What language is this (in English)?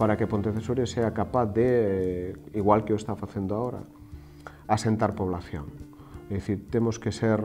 Galician